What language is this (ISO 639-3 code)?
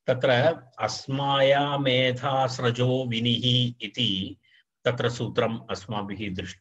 san